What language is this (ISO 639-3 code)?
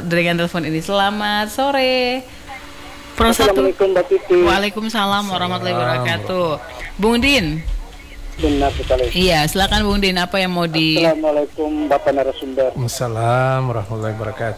ind